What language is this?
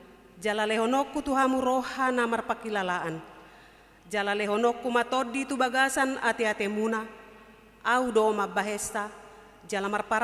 Batak Toba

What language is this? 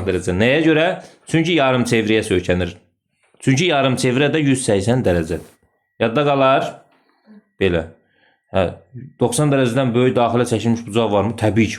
Azerbaijani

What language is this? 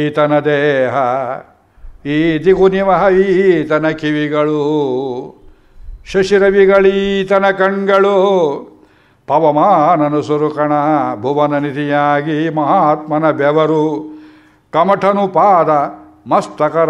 Kannada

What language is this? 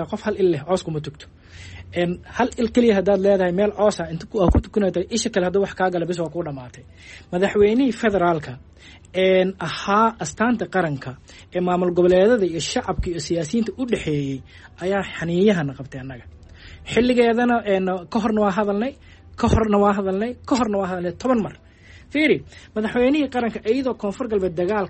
Somali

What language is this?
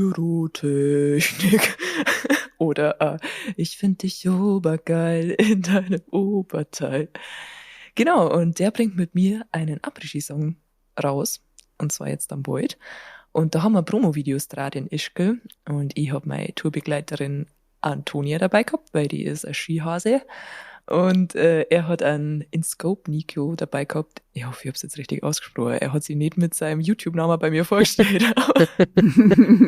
Bavarian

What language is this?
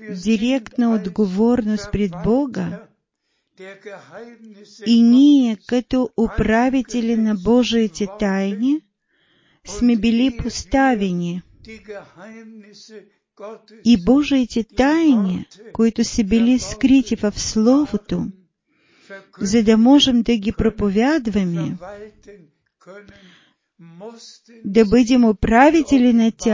Bulgarian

